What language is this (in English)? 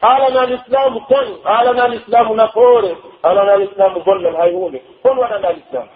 Pular